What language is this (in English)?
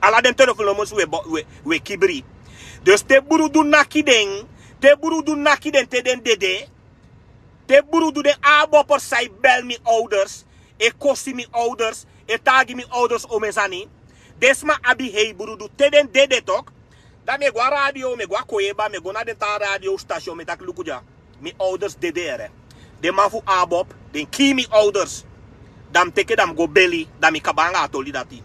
Sranan Tongo